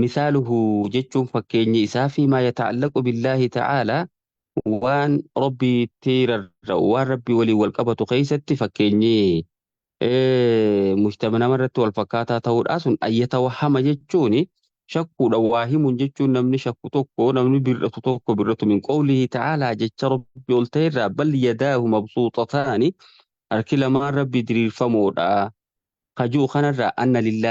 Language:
Oromo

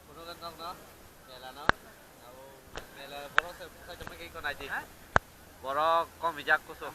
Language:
Kok Borok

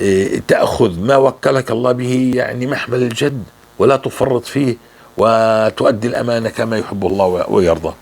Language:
North Levantine Arabic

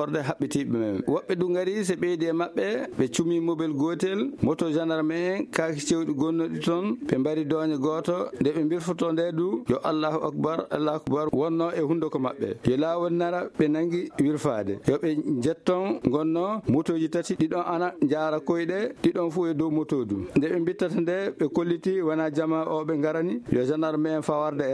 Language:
Maasina Fulfulde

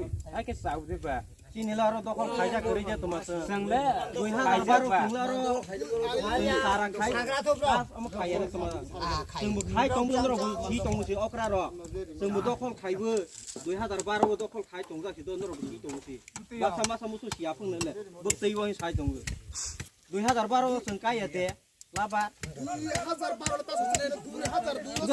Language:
Riang (India)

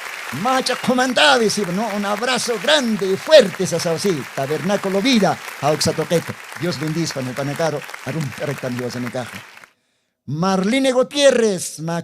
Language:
Aymara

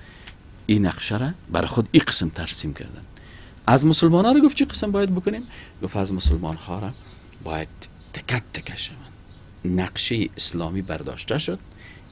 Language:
Persian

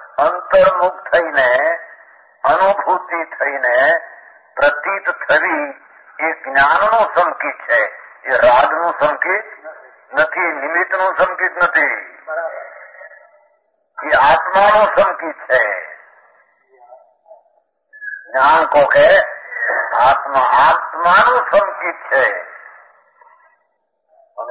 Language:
Gujarati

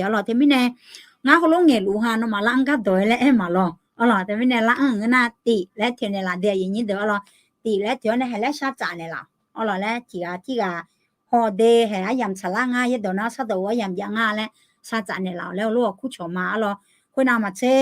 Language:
Akha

